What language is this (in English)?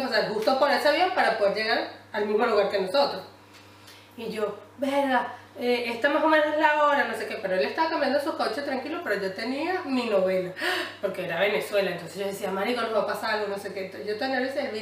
Spanish